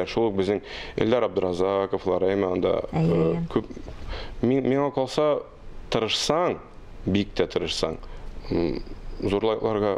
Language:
Tatar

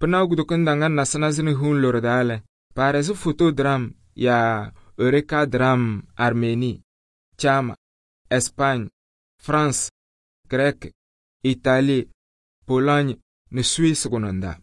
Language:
Kabiyè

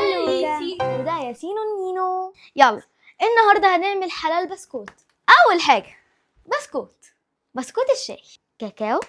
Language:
Egyptian Arabic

